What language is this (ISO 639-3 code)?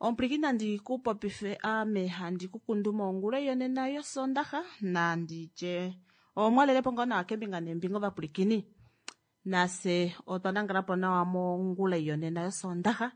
kua